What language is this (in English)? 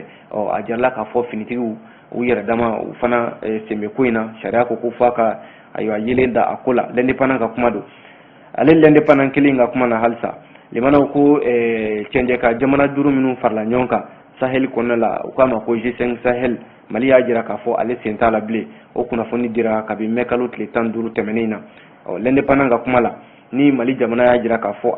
Bambara